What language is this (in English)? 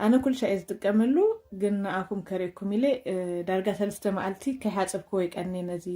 Tigrinya